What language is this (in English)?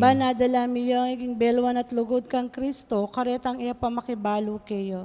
Pampanga